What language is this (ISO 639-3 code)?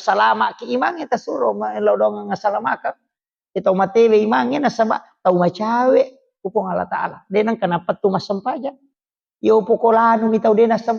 bug